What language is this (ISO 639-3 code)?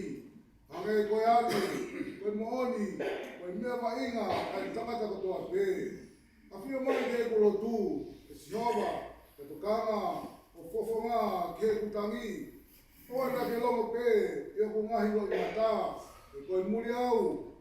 ton